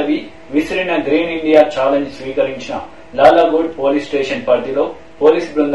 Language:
Telugu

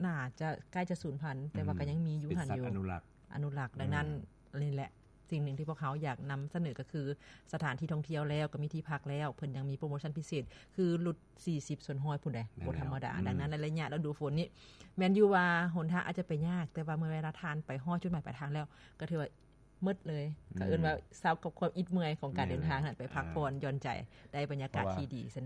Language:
Lao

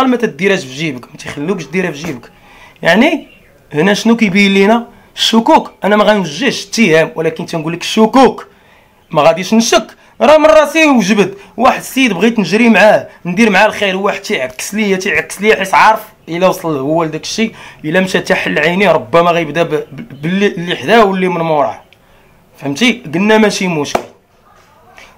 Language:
Moroccan Arabic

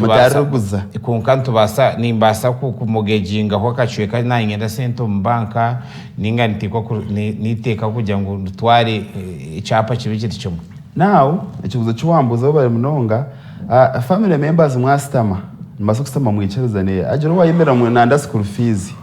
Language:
Nyankole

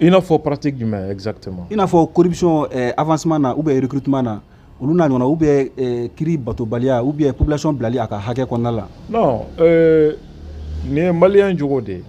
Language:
Bambara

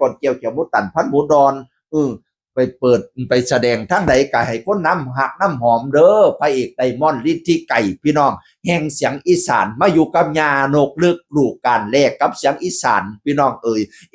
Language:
Northeastern Thai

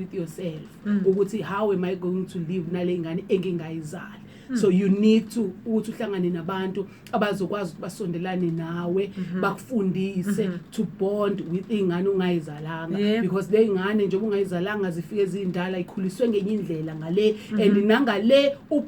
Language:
Zulu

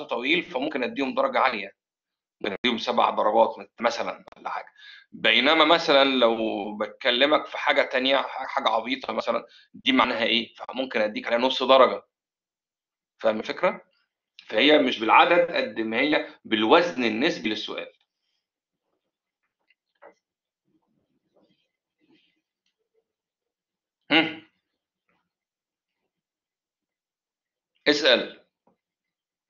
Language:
Egyptian Arabic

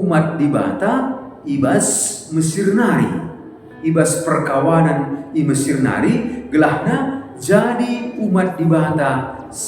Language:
Batak Karo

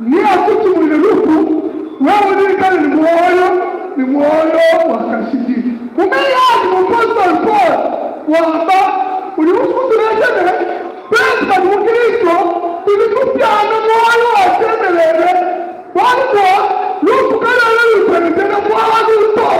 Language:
Luba-Lulua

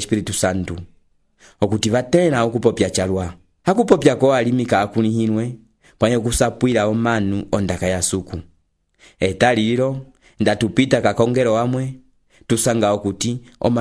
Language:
Umbundu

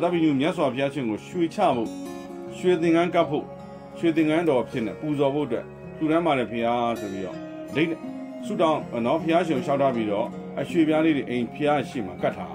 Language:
Burmese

